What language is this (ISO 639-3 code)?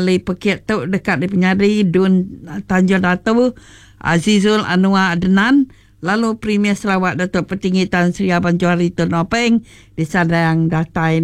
iba